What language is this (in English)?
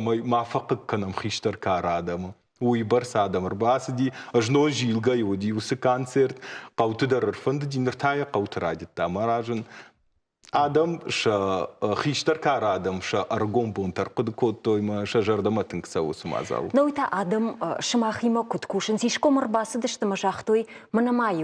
Ossetic